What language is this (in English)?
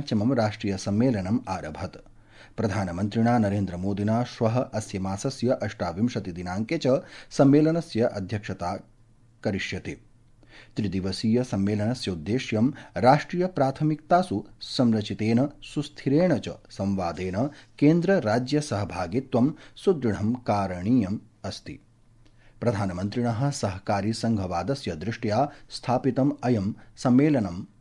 Sanskrit